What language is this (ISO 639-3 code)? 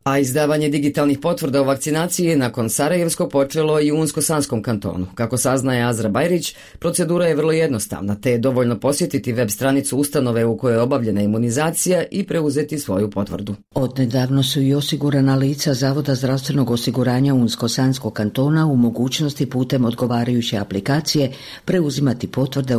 bos